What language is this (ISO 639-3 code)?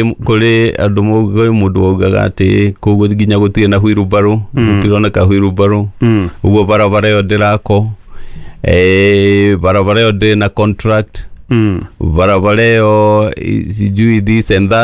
kik